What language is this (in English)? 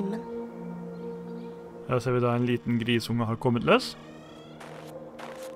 Norwegian